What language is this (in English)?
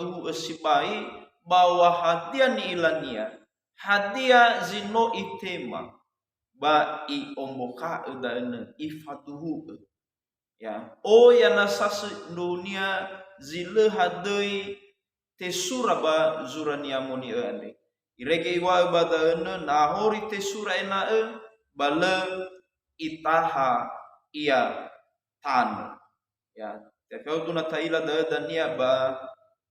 Nias